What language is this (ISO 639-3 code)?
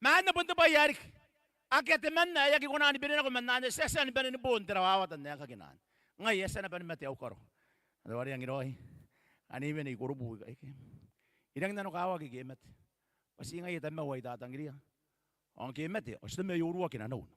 gil